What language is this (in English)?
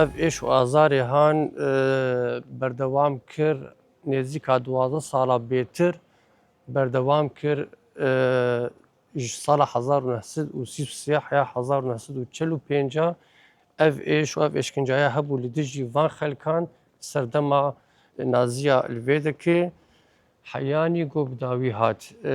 Kurdish